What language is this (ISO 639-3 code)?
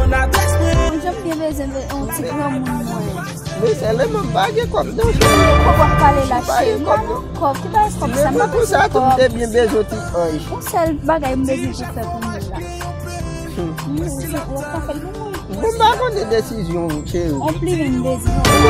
hat